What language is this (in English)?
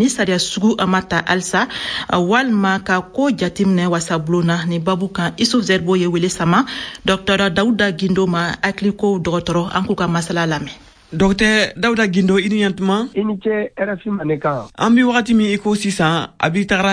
Bambara